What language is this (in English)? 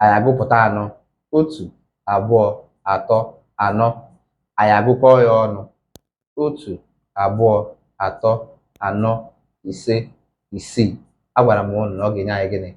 Igbo